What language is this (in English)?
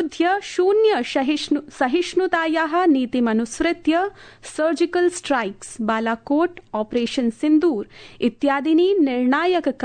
Sanskrit